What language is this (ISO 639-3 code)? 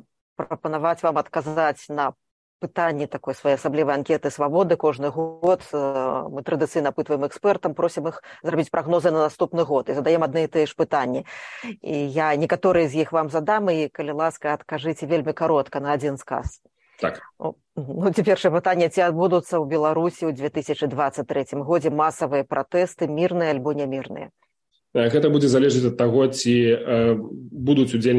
bel